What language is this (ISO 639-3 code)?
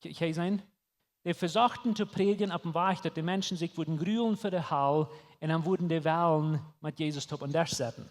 pdt